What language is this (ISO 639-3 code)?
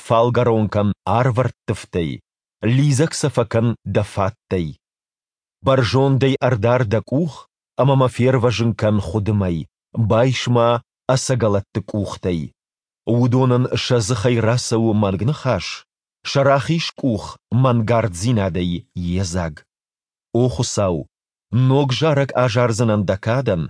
oss